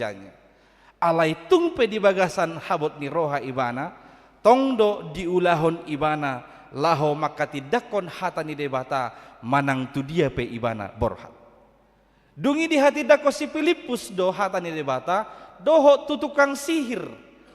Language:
Batak Toba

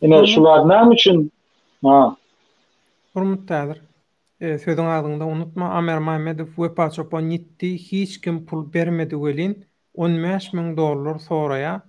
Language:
Turkmen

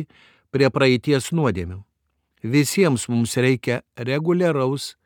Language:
Lithuanian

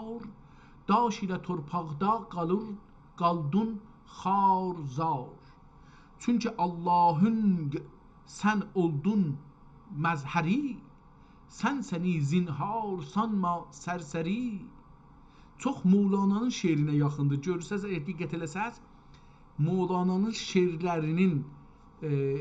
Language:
South Azerbaijani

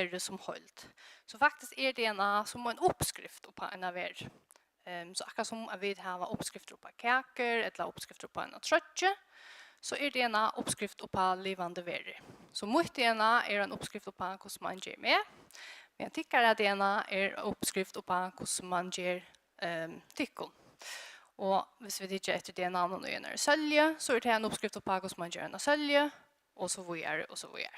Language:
Faroese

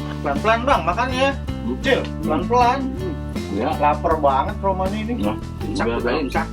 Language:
Betawi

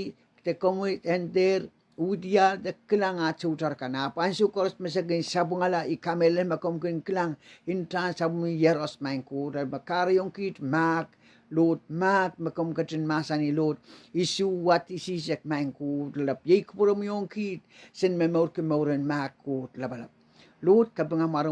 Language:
Pohnpeian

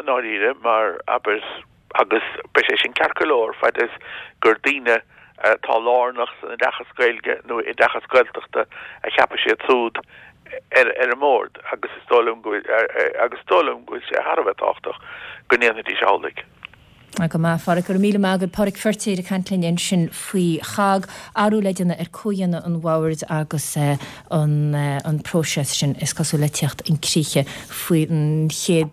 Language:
Irish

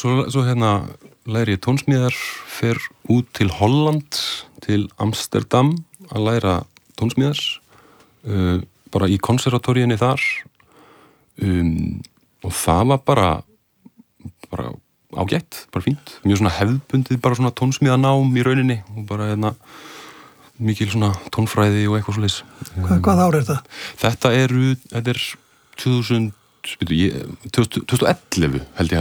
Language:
Icelandic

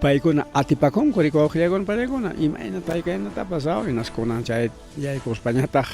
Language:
Ayacucho Quechua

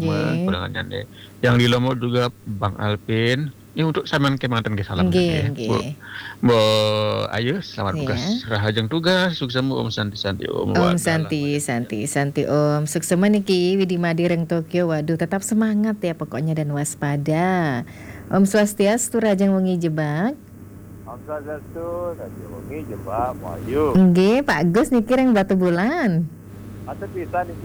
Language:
Balinese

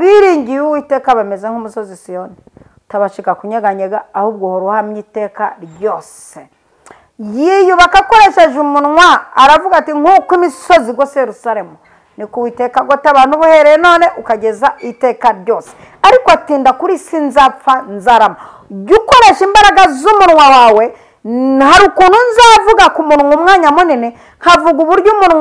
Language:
Kinyarwanda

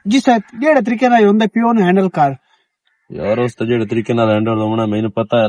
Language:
Western Panjabi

